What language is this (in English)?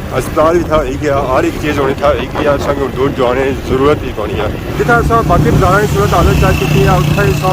Pahari-Potwari